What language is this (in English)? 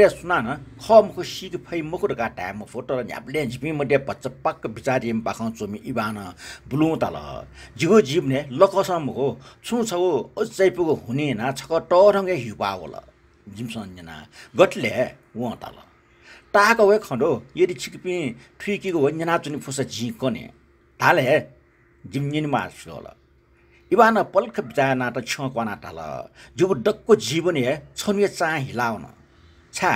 Newari